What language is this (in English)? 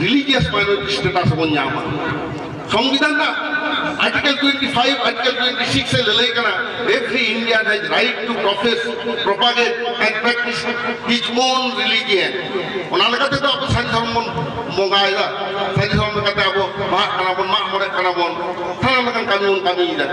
Santali